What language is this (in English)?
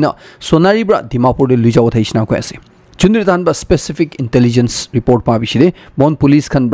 Naga Pidgin